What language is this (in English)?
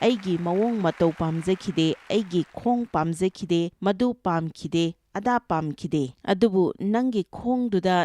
Manipuri